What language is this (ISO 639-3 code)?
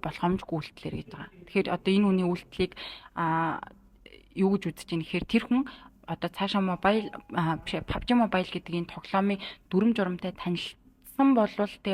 mon